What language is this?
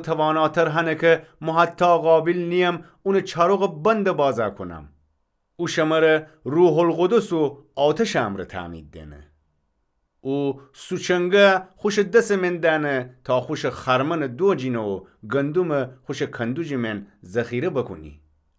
Gilaki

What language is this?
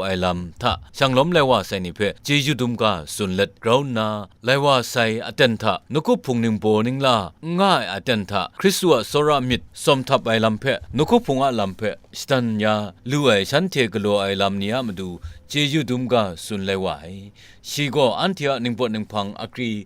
Kachin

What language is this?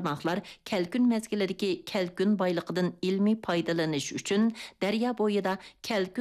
Uyghur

